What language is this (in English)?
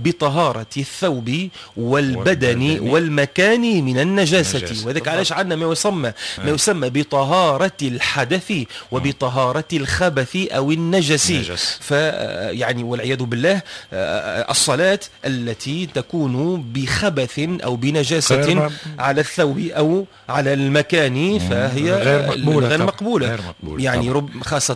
Tunisian Arabic